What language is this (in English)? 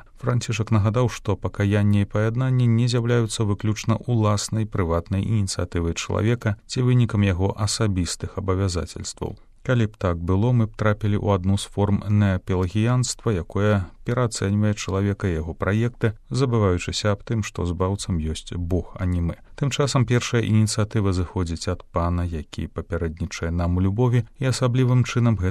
Belarusian